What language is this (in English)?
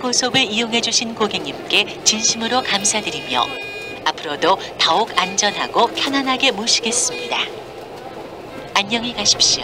Korean